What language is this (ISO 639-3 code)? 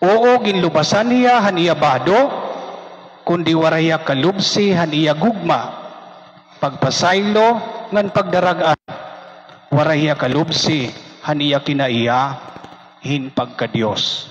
war